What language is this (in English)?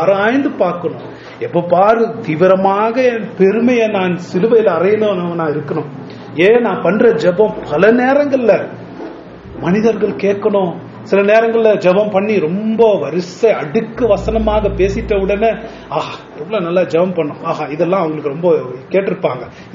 Tamil